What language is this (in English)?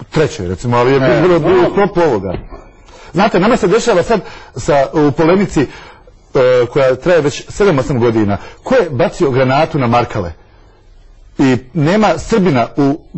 Croatian